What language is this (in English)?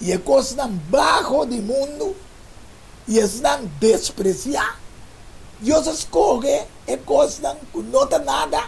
Papiamento